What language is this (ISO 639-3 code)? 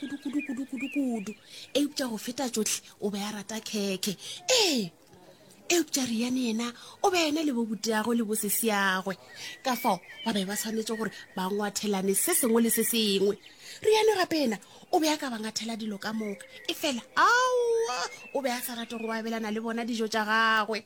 nso